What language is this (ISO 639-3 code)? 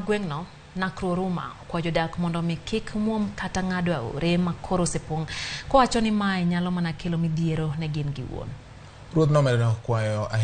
luo